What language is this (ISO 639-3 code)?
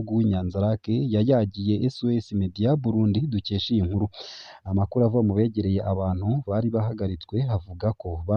run